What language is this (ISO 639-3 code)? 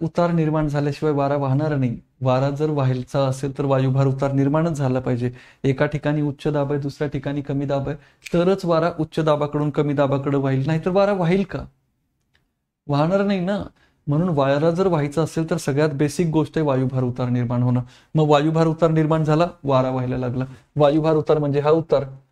mar